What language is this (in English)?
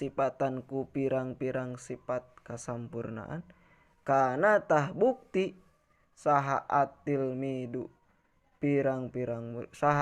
Sundanese